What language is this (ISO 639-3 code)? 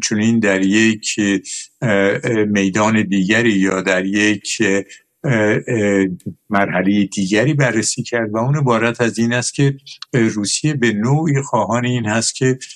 fas